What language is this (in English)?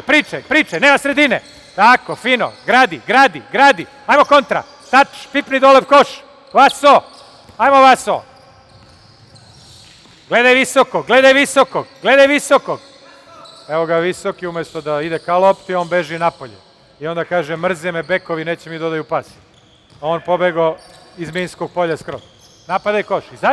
Serbian